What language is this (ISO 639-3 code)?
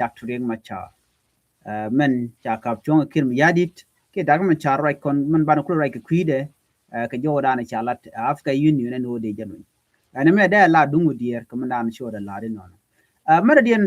nus